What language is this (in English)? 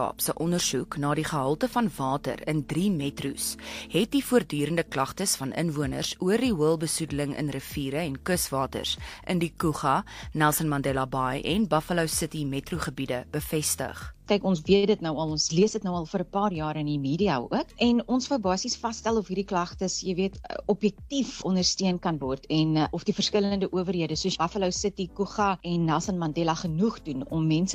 Afrikaans